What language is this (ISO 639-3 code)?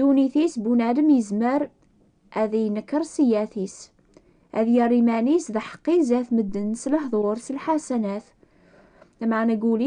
kab